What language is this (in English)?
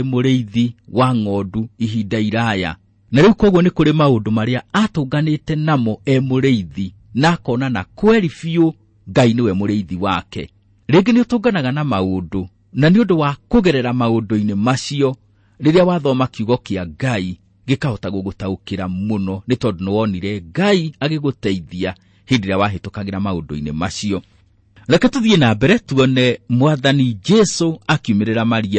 Kikuyu